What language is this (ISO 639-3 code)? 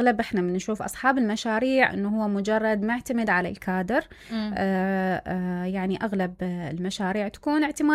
acm